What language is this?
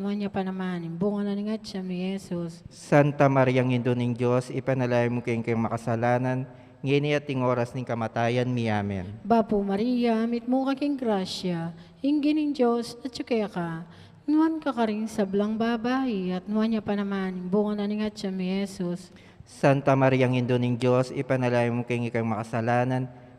Pampanga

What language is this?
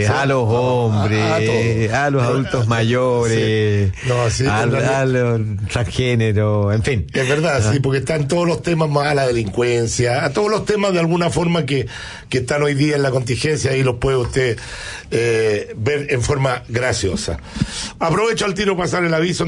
Spanish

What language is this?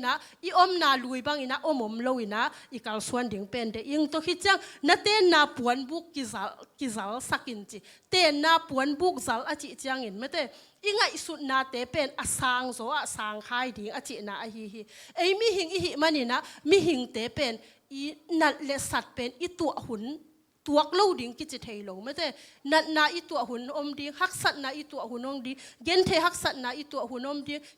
Tedim Chin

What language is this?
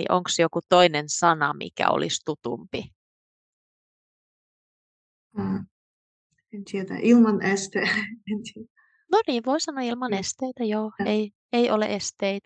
Finnish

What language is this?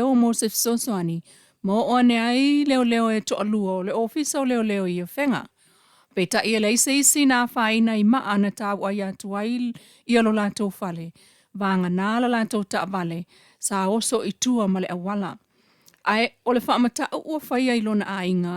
Samoan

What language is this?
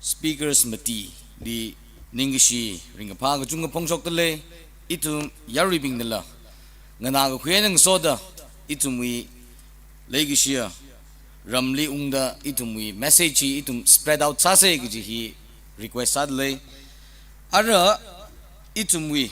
Tangkhul Naga (India)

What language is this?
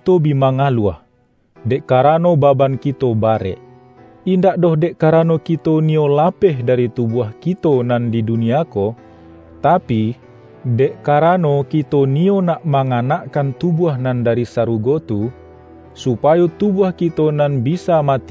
Minangkabau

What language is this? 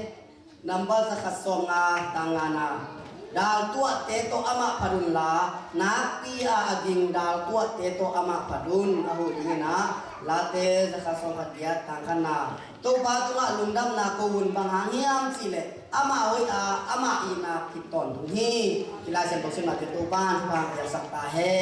Tedim Chin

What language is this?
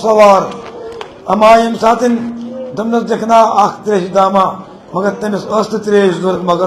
Kashmiri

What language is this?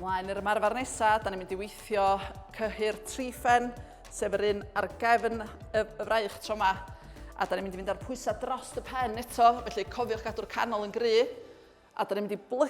Welsh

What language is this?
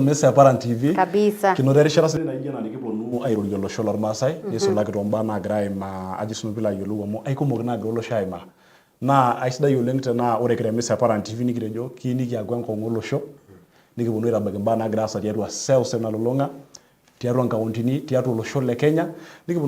Masai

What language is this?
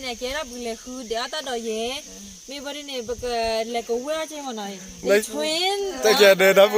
S'gaw Karen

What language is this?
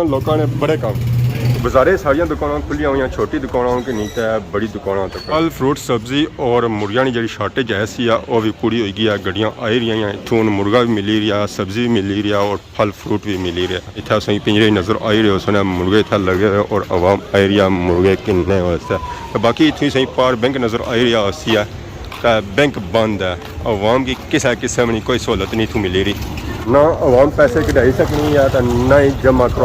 Pahari-Potwari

